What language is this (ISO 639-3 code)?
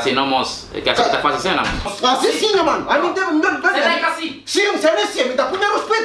kea